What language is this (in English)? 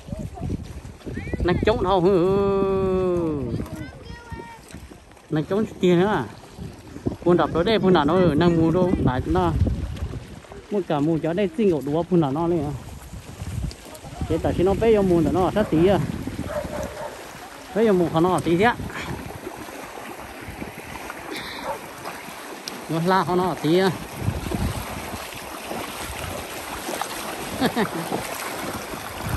Vietnamese